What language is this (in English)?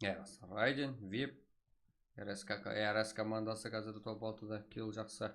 Kara-Kalpak